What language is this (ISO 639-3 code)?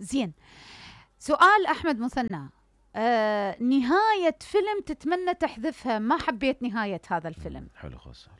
acm